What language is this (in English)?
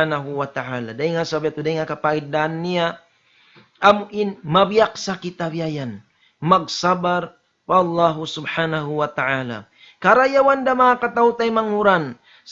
Tausug